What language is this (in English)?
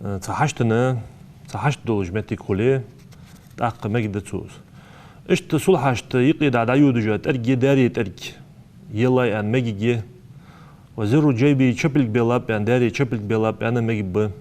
Ingush